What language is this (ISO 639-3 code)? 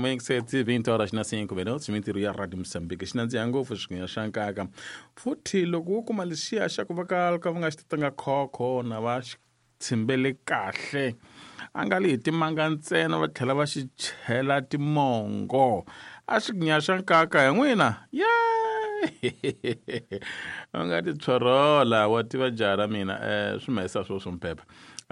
tso